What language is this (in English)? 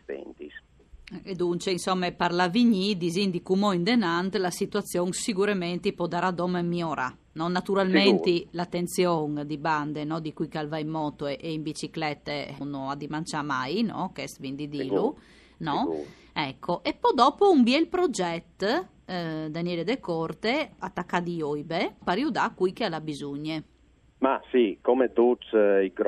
Friulian